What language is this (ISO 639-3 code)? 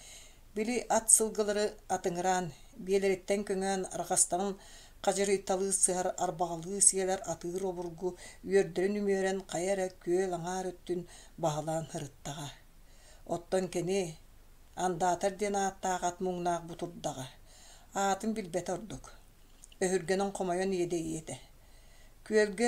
sah